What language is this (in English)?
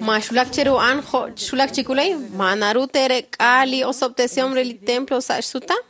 Kekchí